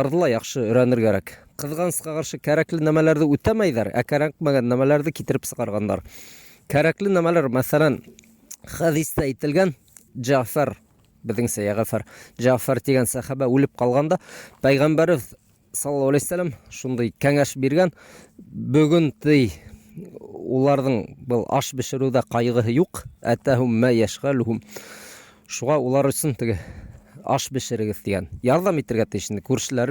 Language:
Bashkir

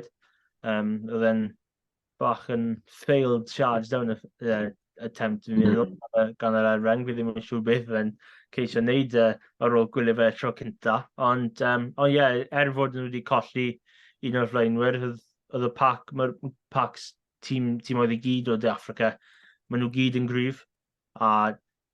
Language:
Welsh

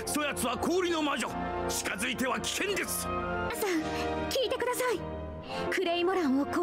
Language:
Japanese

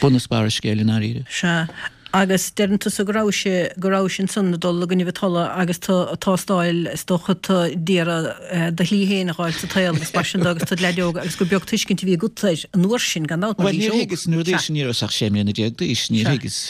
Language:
Irish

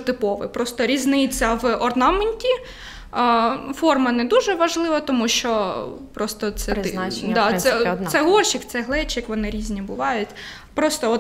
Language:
Ukrainian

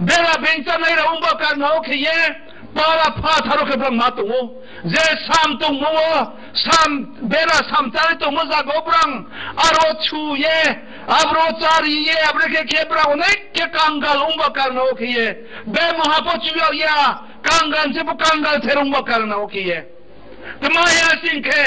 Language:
Riang (India)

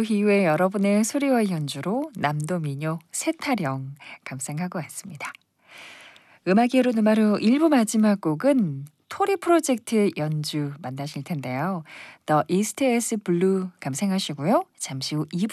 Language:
Korean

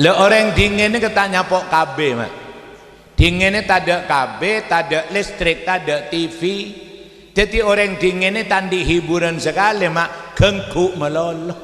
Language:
Madurese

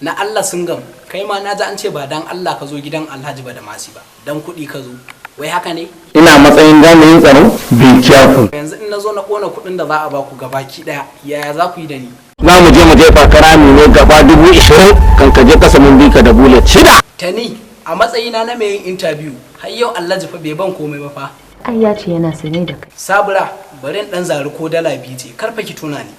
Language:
Hausa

